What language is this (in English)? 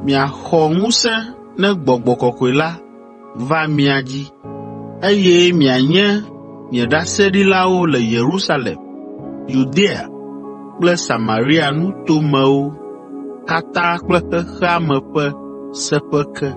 Ewe